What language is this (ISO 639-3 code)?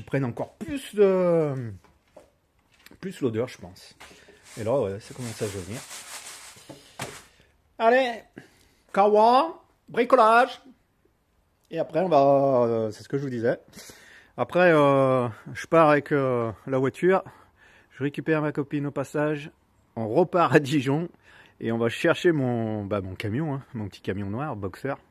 fra